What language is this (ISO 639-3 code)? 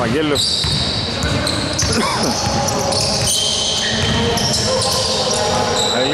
ell